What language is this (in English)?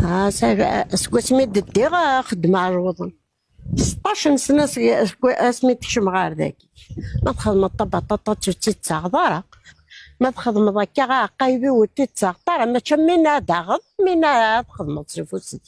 Kabyle